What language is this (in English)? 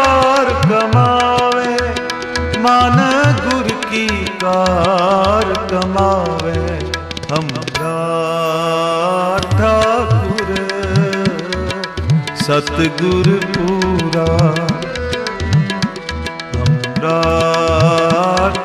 Punjabi